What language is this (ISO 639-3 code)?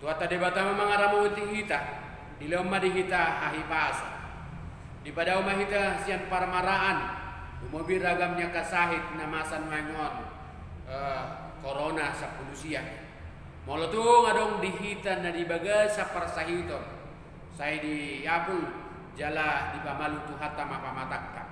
bbc